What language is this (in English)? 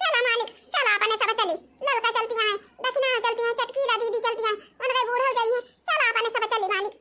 Awadhi